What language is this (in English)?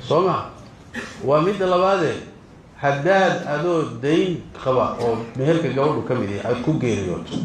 Somali